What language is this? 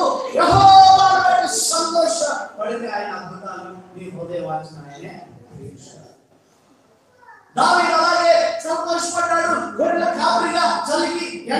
Telugu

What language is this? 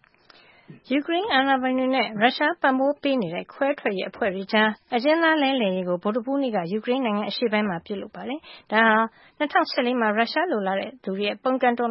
Burmese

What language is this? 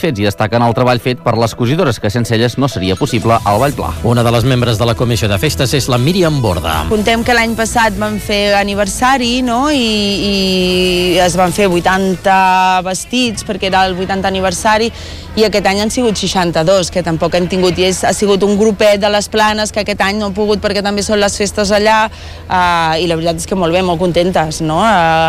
Catalan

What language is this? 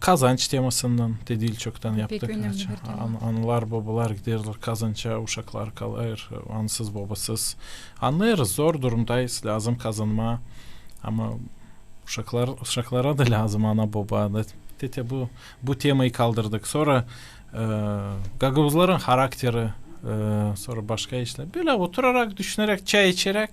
Gagauz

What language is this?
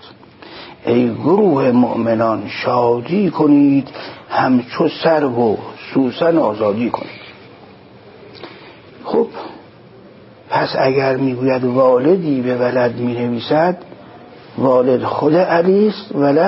Persian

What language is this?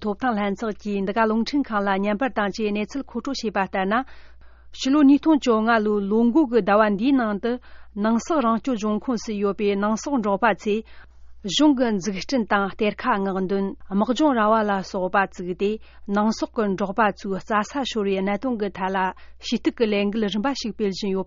Tibetan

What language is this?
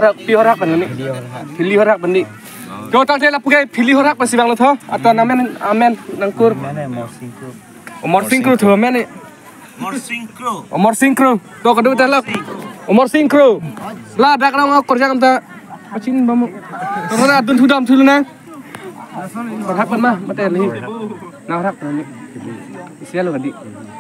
Karbi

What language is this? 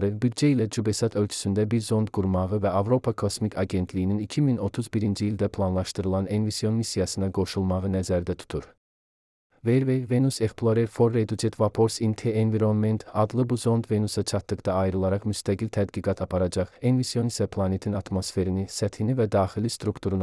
Azerbaijani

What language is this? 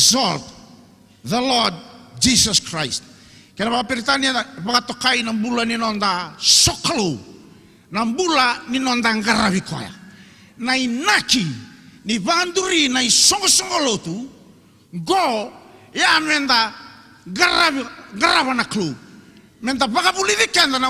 Fijian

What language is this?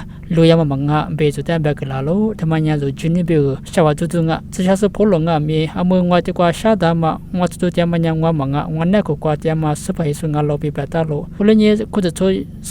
Lisu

